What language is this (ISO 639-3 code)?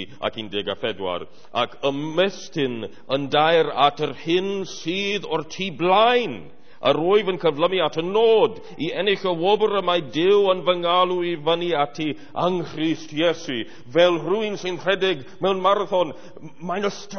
cym